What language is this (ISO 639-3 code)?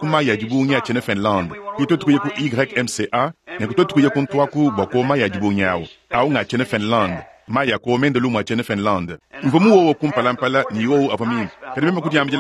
lua